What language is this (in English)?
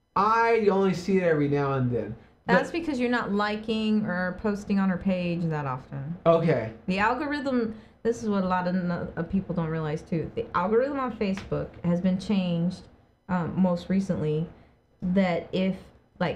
English